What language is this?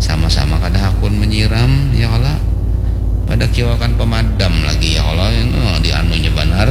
Banjar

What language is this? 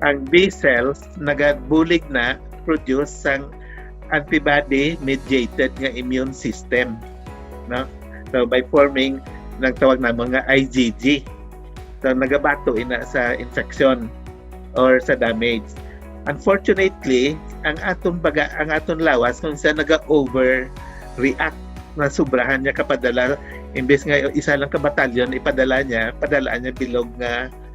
Hiligaynon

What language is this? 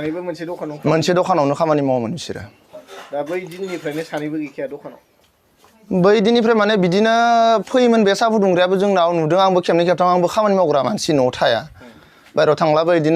Bodo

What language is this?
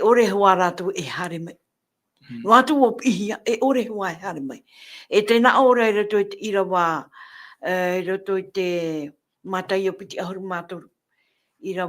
Tahitian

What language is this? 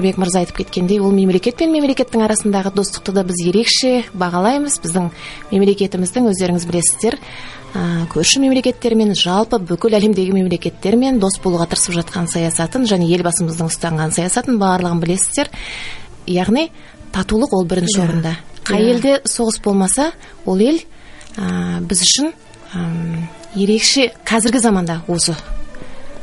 Kazakh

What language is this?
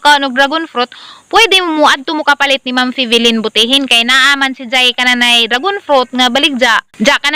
Cebuano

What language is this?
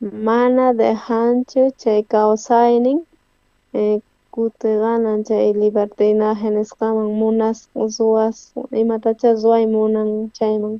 South Bolivian Quechua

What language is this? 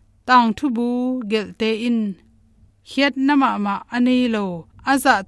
Tedim Chin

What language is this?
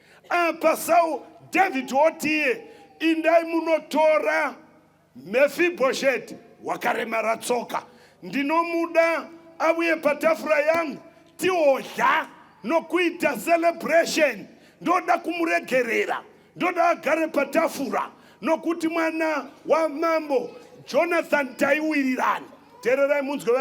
Shona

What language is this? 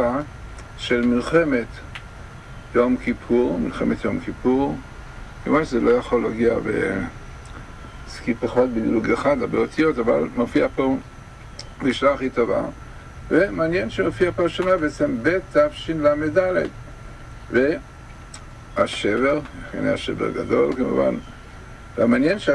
Hebrew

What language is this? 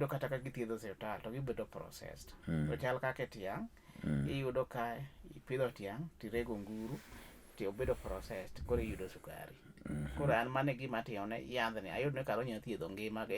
Luo (Kenya and Tanzania)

